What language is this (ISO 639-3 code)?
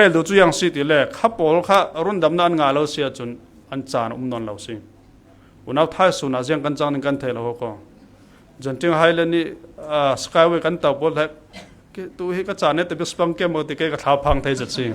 cfm